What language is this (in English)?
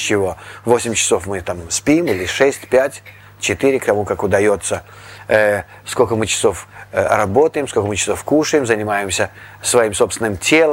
Russian